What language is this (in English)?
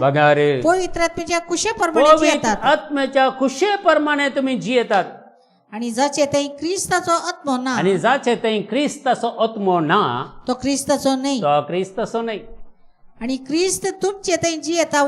Konkani